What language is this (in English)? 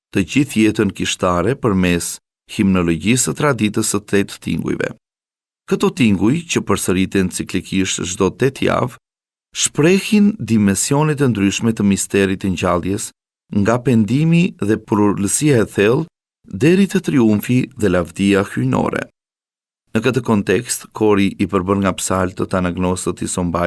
Albanian